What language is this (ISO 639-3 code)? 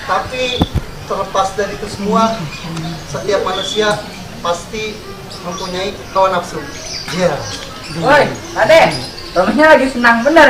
bew